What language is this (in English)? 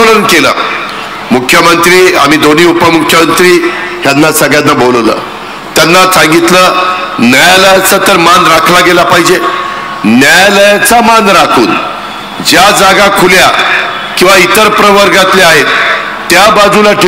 Marathi